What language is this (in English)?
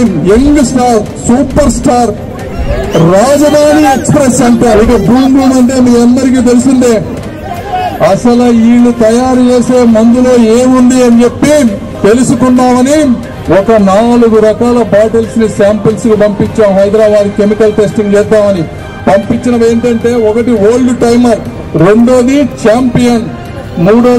Telugu